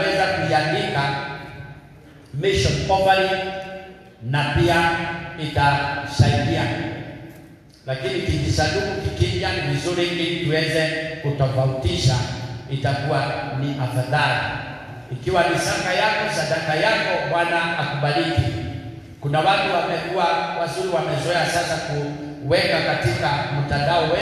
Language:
Swahili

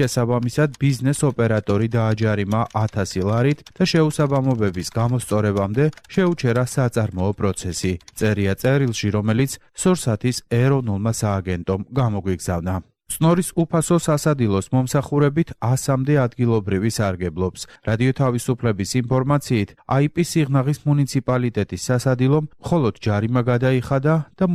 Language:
Georgian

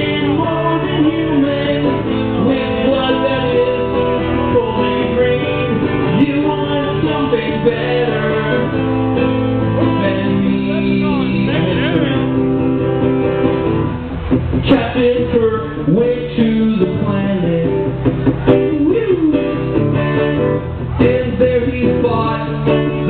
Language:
English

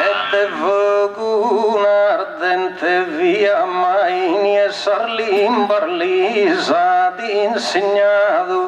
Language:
Sardinian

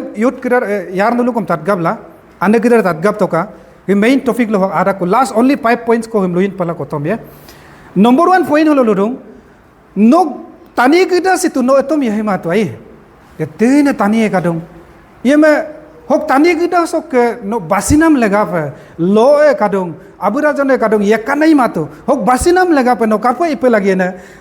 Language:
Adi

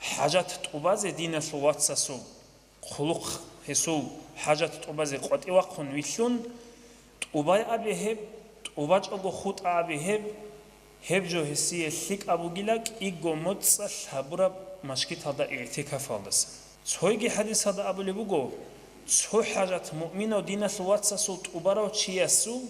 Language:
Avaric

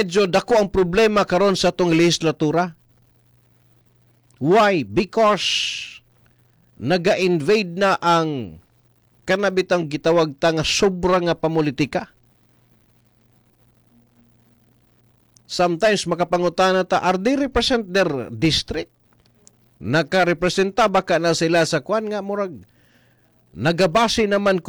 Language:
Cebuano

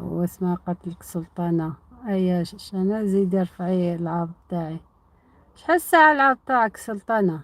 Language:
Algerian Arabic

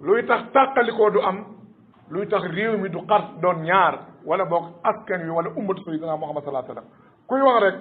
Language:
Wolof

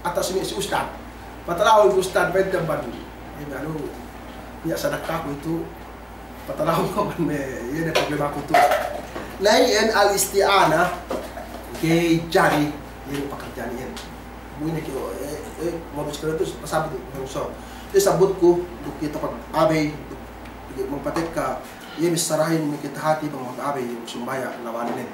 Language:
Yakan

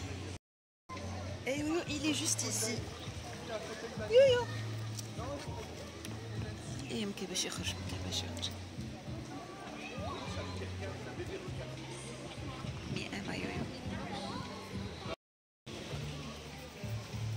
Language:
Moroccan Arabic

